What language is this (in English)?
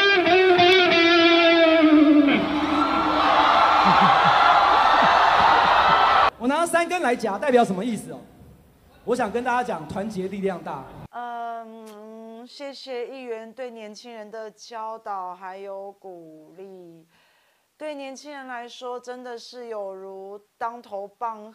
Chinese